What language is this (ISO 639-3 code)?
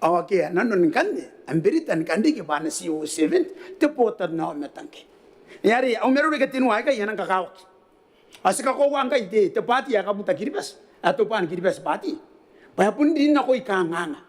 gil